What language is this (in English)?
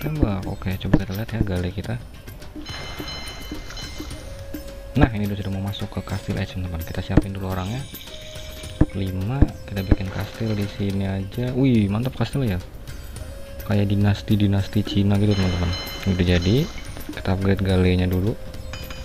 Indonesian